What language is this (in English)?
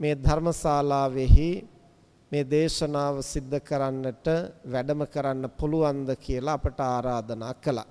Sinhala